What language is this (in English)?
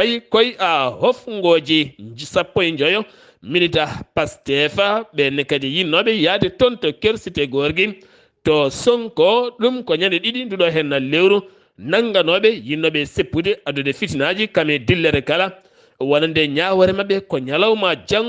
Fula